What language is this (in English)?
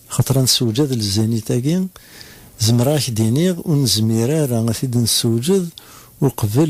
Kabyle